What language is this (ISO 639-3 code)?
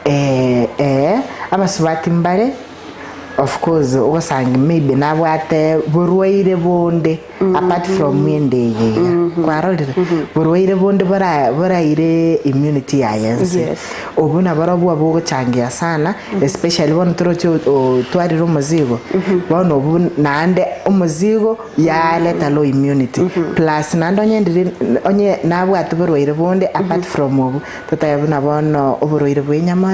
guz